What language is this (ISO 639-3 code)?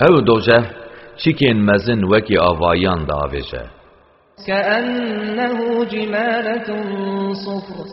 kur